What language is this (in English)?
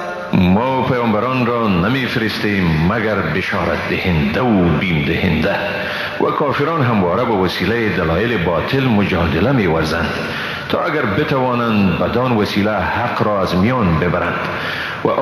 Persian